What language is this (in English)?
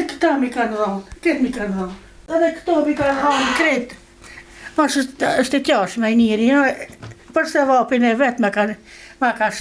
Albanian